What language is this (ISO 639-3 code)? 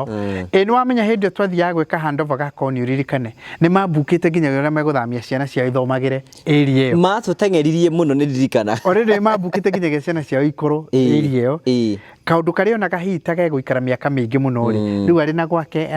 kik